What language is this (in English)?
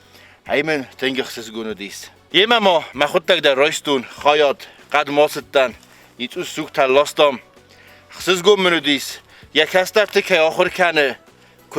Ossetic